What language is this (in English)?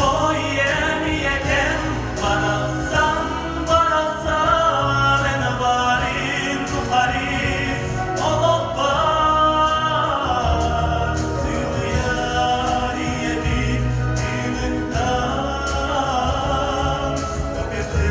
Yakut